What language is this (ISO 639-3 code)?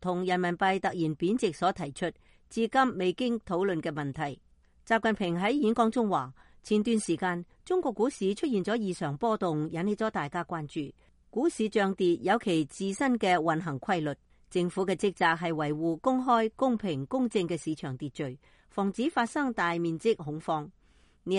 yue